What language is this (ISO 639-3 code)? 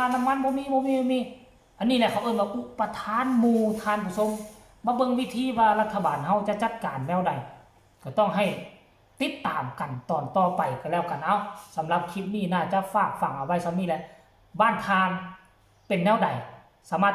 tts